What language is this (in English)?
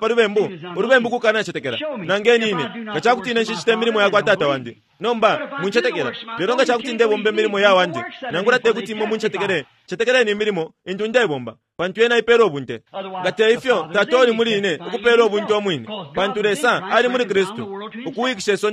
Bemba